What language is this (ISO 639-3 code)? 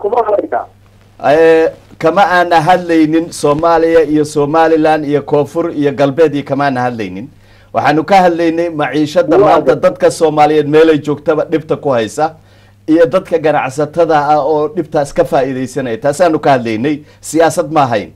som